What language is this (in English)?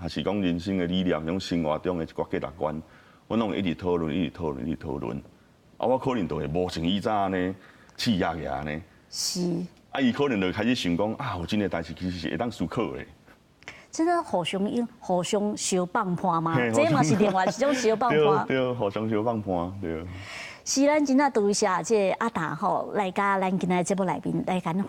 Min Nan Chinese